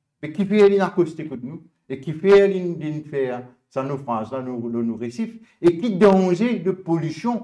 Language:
Morisyen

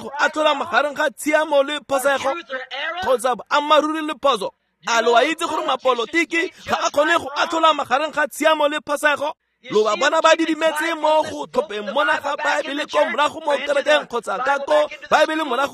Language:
Tswana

